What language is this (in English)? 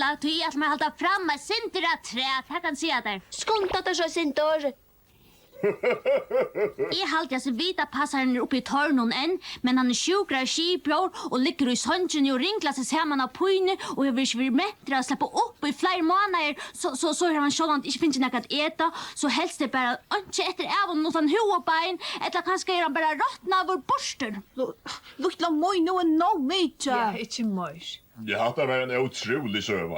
Faroese